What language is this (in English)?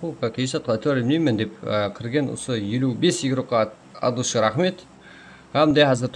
Kara-Kalpak